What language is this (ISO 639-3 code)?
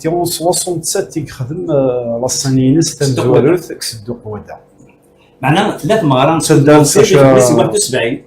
kab